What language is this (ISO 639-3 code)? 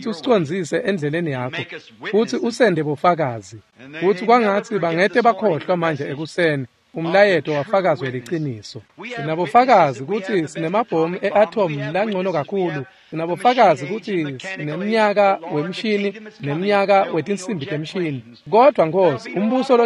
ssw